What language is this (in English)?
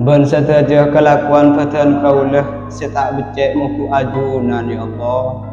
Madurese